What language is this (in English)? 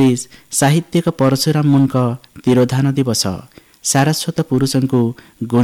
Odia